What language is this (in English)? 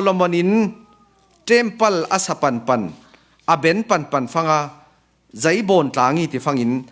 Falam Chin